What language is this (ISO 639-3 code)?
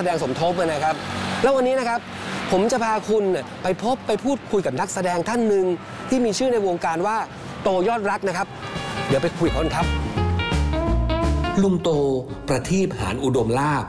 tha